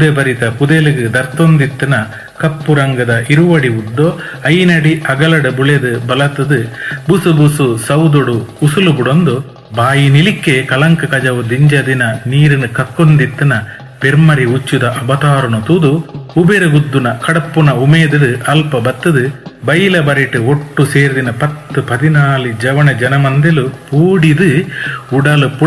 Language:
Tulu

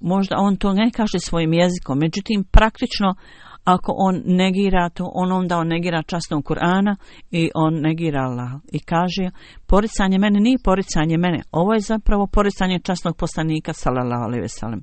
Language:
Bosnian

